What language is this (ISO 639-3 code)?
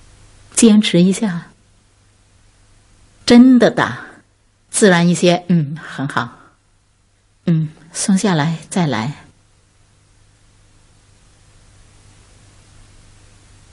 zho